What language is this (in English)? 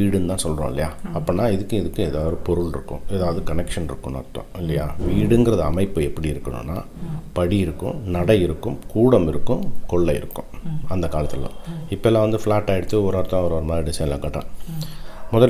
Tamil